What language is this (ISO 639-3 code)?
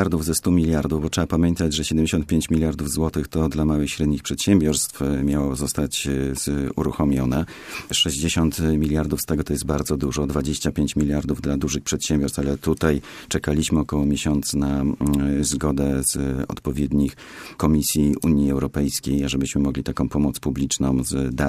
pol